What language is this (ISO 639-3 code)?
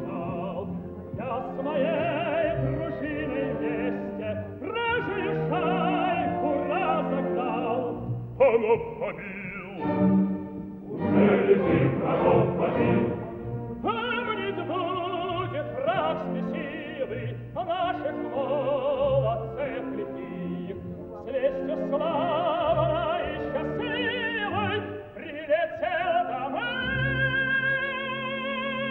rus